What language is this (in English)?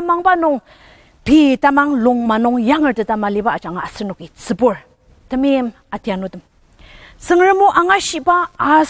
Ao Naga